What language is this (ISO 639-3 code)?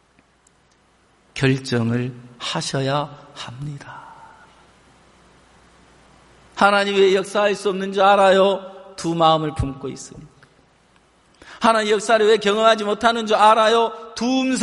kor